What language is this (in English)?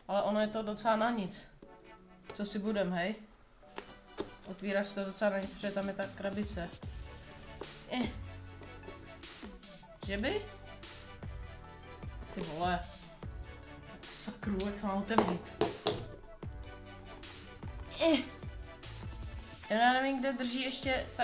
Czech